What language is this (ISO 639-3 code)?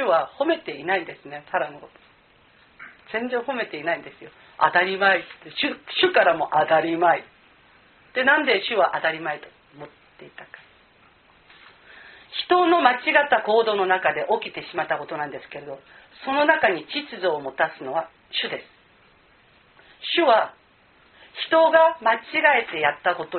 jpn